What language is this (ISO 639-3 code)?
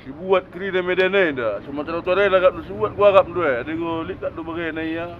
btx